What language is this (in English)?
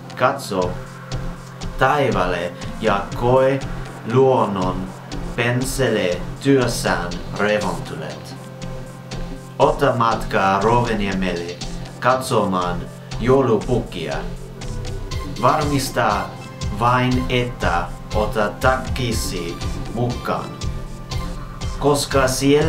Finnish